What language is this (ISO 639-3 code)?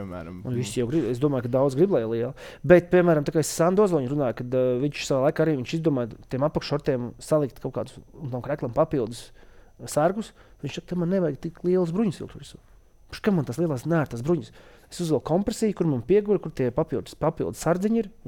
lav